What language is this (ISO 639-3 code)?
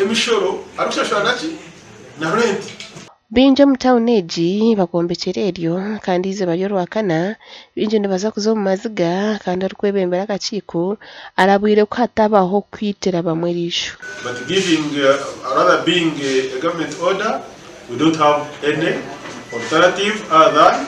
nyn